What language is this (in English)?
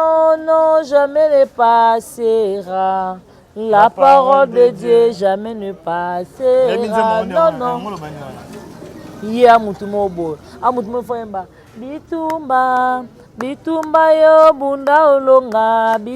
Lingala